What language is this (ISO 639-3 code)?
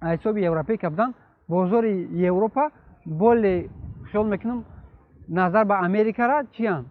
tgk